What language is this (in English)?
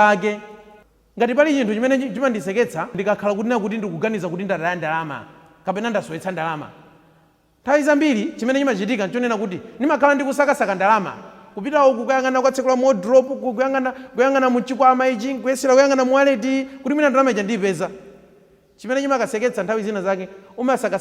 Nyanja